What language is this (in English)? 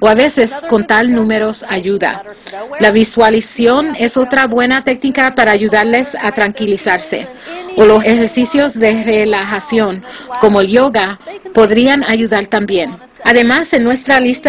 Spanish